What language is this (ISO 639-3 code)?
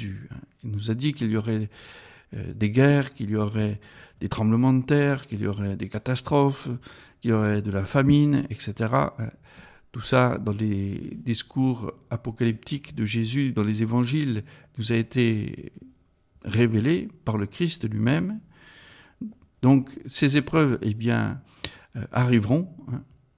fra